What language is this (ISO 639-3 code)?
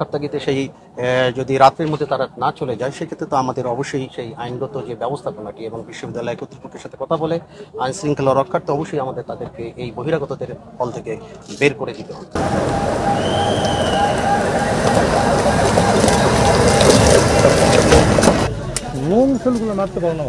ben